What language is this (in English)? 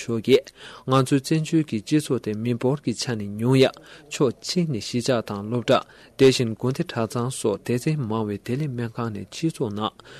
Tibetan